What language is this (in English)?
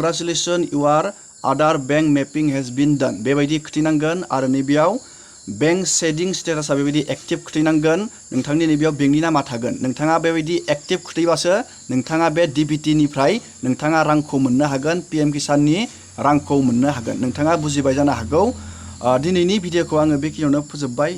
Bodo